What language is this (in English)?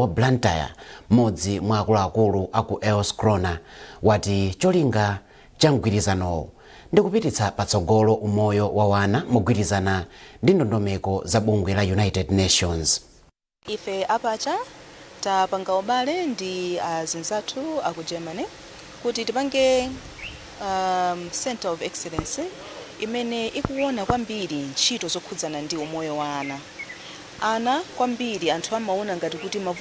Nyanja